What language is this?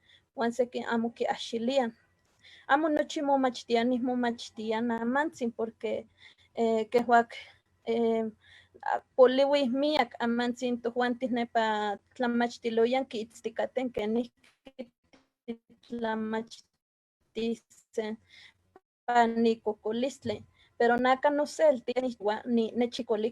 Eastern Huasteca Nahuatl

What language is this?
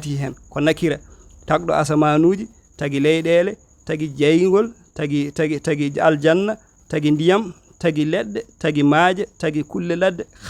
Fula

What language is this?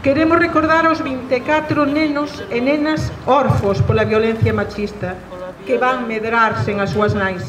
Galician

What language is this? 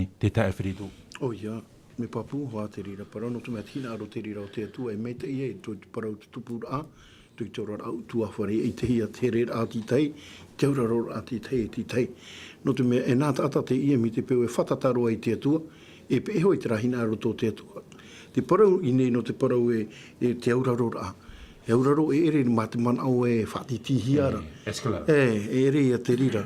Tahitian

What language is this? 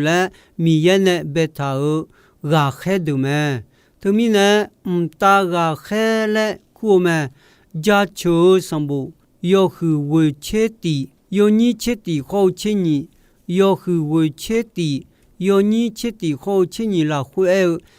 Akha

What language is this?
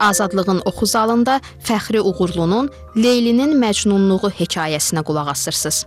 Azerbaijani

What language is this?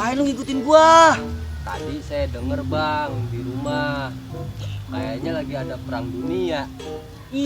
Betawi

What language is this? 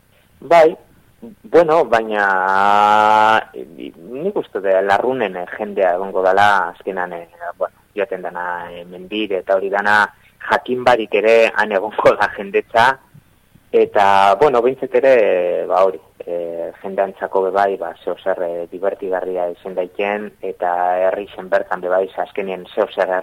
Basque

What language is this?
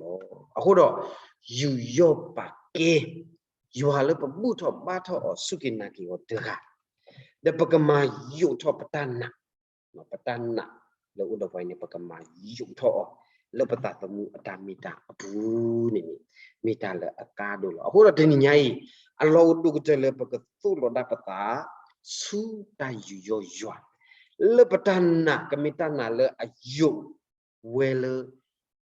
S'gaw Karen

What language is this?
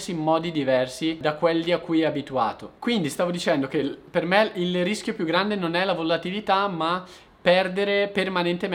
Italian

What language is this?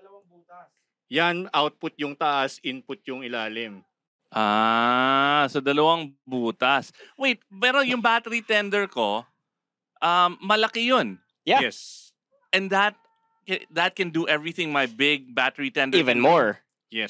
Filipino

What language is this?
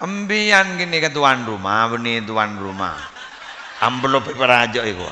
Madurese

